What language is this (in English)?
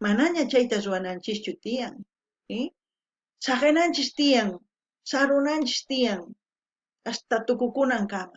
South Bolivian Quechua